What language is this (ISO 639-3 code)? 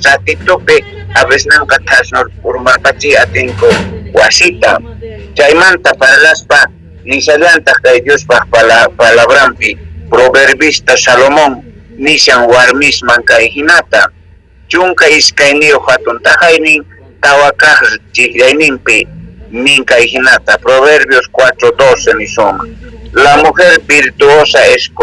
quh